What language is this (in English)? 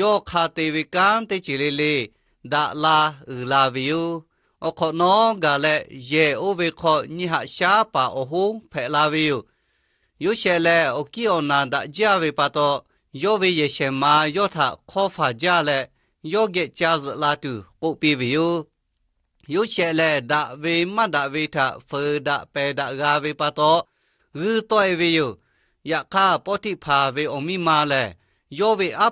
Lahu